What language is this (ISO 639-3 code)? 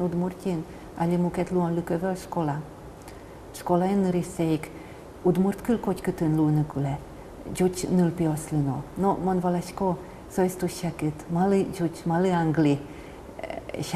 udm